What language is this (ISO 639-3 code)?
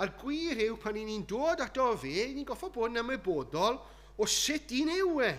cym